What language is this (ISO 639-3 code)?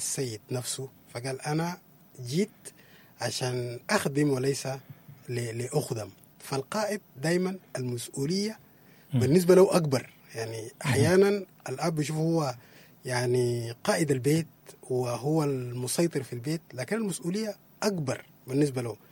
apd